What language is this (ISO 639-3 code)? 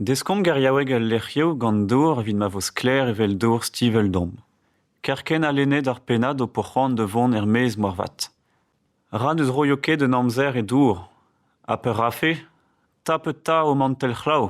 bre